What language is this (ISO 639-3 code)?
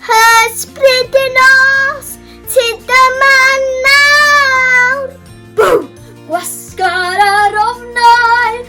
cym